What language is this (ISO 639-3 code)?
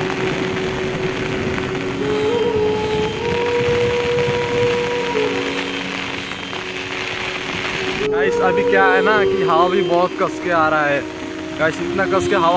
hin